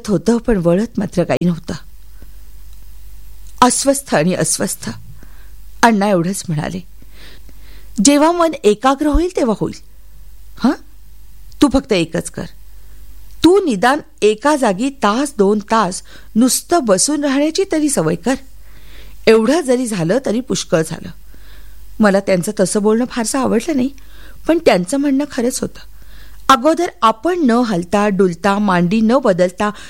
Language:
Marathi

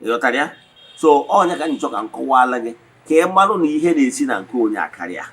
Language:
Igbo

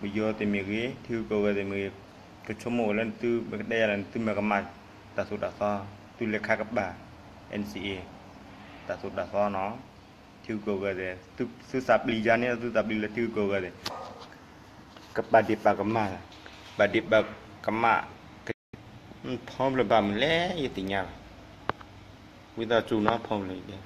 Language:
S'gaw Karen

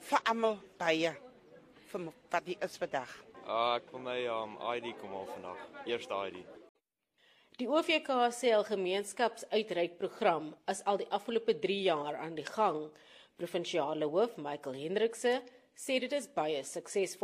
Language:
Afrikaans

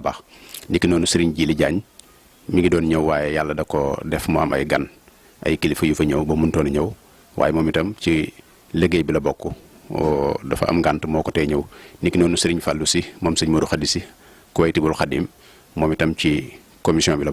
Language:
Wolof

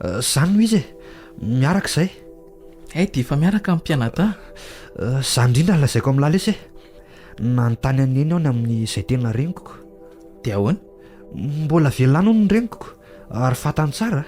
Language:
Malagasy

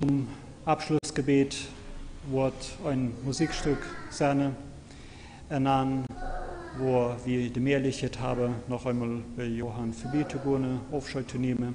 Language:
Plautdietsch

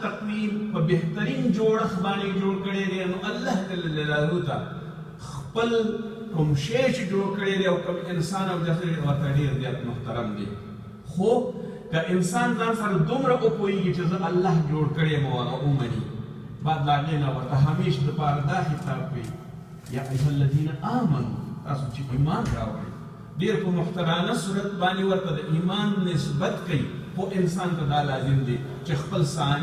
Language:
Pashto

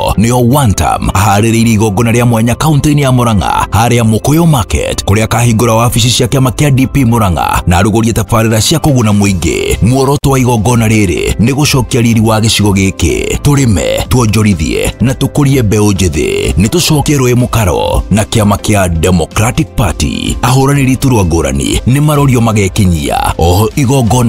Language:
Kikuyu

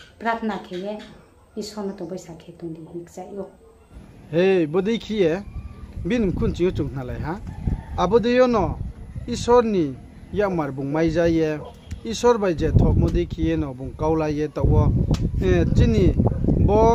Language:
Riang (India)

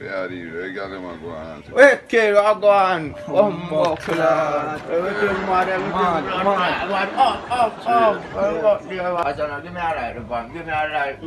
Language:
Jamaican Creole English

